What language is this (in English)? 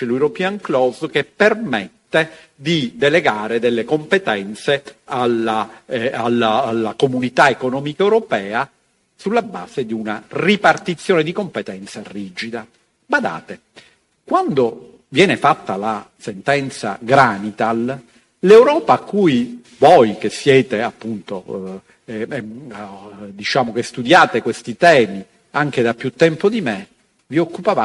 Italian